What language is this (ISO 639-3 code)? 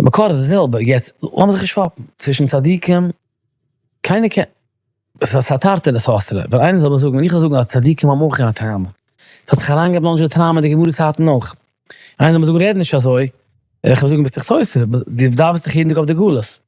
yid